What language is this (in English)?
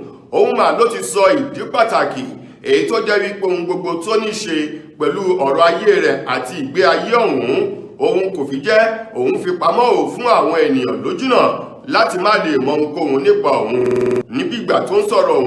Yoruba